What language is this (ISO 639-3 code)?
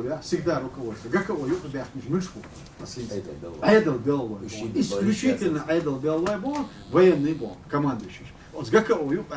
che